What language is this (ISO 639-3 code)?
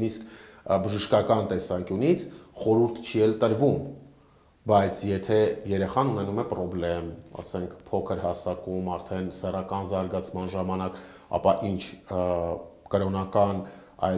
hye